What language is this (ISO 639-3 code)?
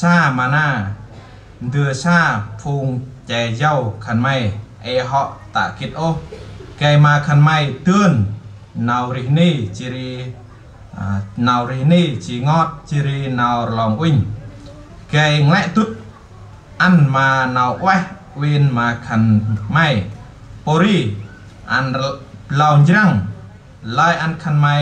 cmo